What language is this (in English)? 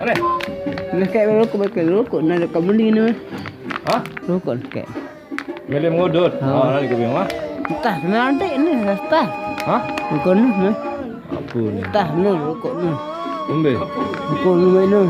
Sasak